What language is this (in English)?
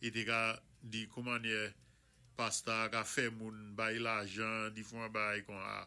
Saint Lucian Creole French